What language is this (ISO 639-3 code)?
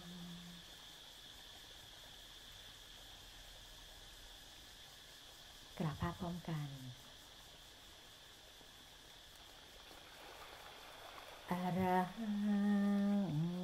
tha